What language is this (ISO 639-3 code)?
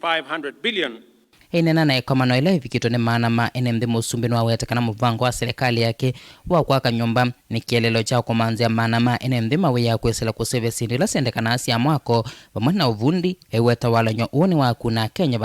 kam